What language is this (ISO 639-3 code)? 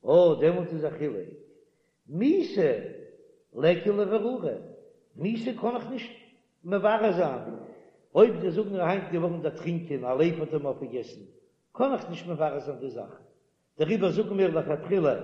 yid